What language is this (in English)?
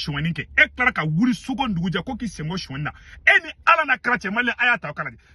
Bambara